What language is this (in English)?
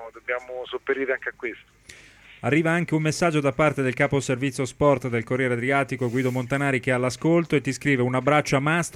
Italian